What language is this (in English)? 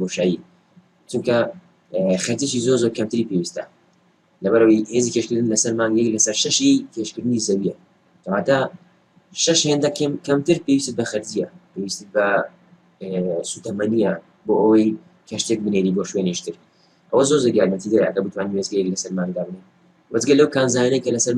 Central Kurdish